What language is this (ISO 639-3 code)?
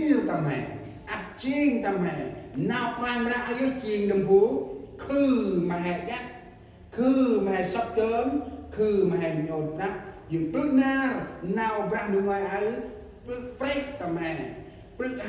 cmo